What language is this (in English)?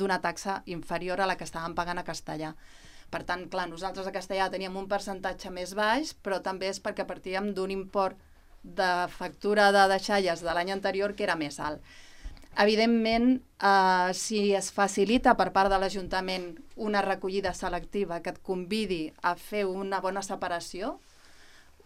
Catalan